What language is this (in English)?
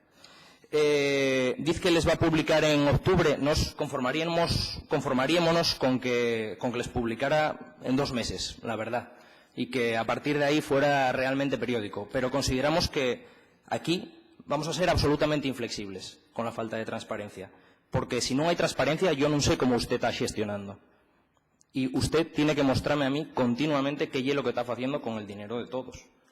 Asturian